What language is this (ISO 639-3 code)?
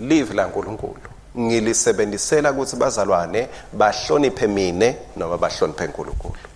ssw